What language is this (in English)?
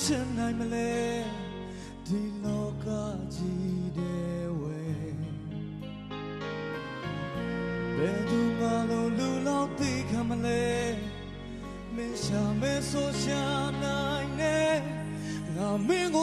Burmese